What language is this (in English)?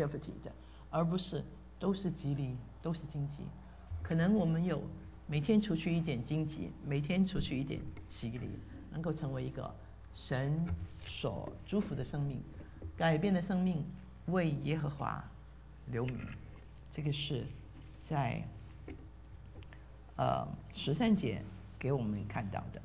Chinese